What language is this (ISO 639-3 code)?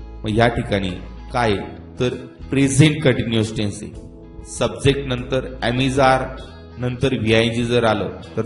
mar